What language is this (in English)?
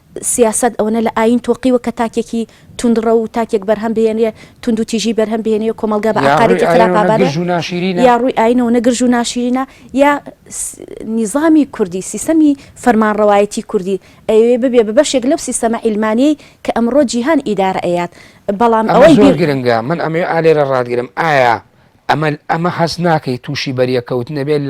Central Kurdish